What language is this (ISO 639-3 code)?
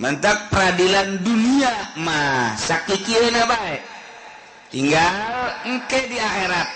sun